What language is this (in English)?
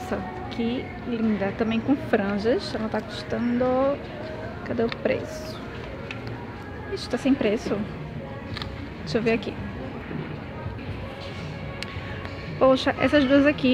Portuguese